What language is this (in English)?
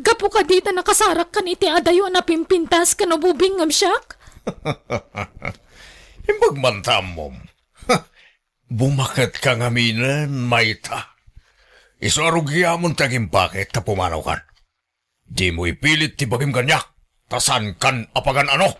Iloko